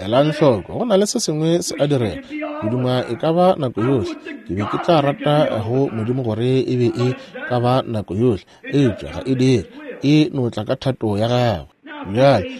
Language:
Northern Sotho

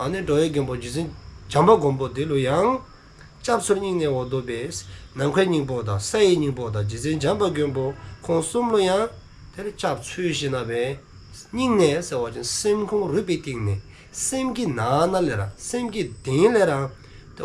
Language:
Dzongkha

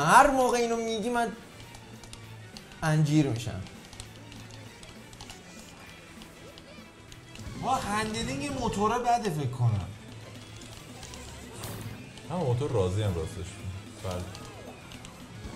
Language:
Persian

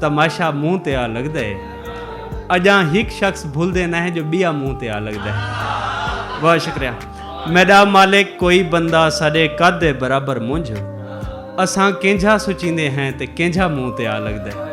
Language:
Saraiki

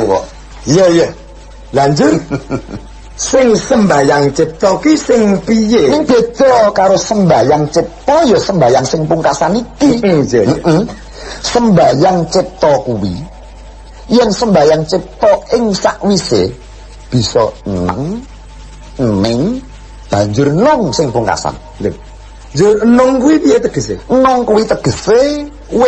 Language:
Javanese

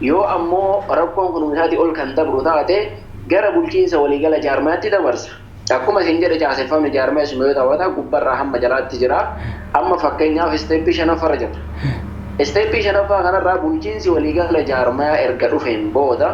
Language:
Oromo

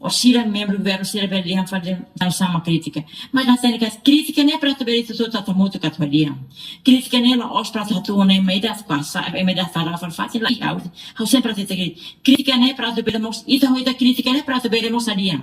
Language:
Tetum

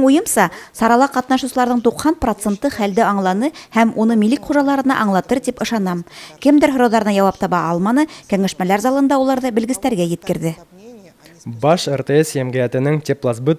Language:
Bashkir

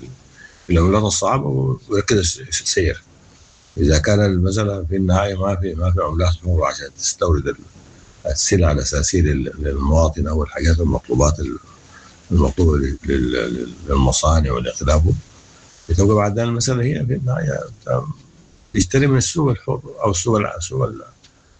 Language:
Sudanese Arabic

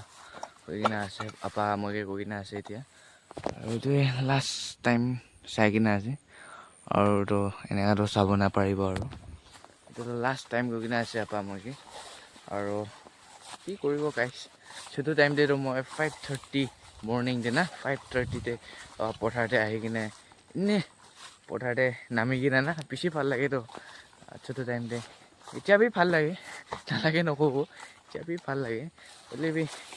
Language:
Naga Pidgin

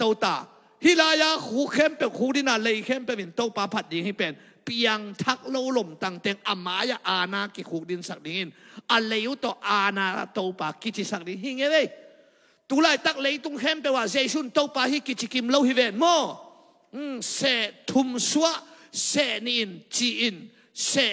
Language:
Tedim Chin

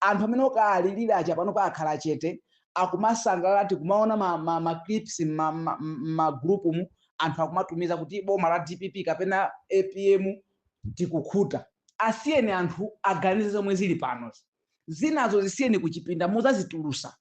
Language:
Nyanja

